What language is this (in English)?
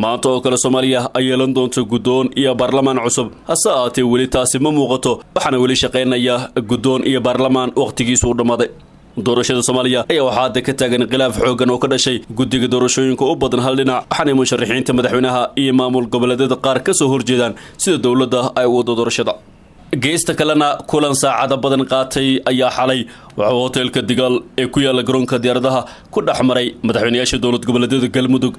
Somali